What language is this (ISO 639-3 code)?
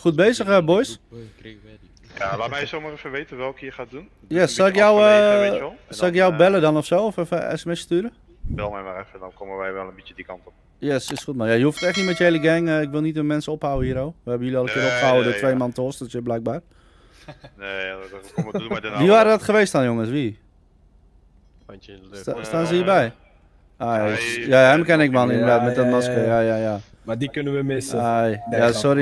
nld